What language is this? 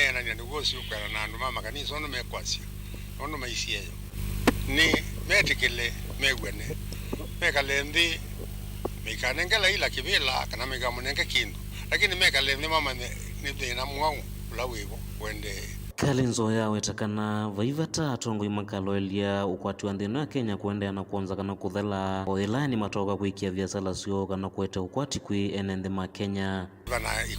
Kamba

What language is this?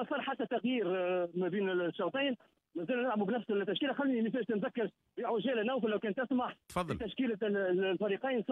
Tunisian Arabic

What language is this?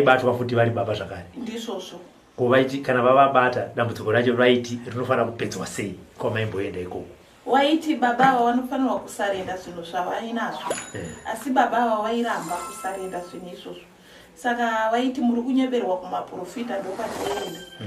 Shona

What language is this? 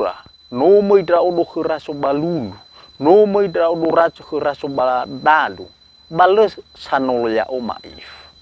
Nias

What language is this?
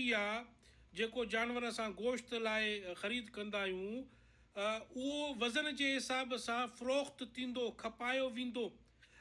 Sindhi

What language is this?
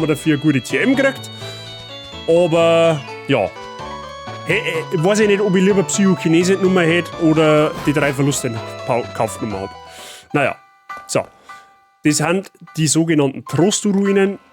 Bavarian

